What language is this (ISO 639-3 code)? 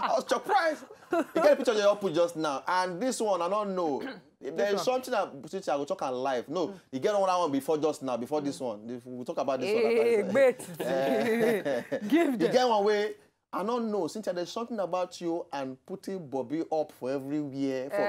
pcm